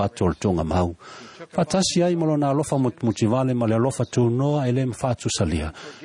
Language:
Samoan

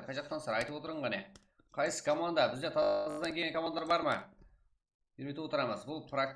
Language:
Kara-Kalpak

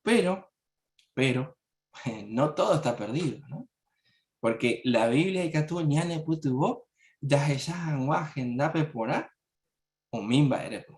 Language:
Guarani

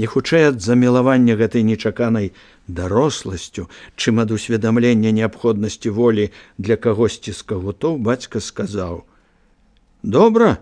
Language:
Belarusian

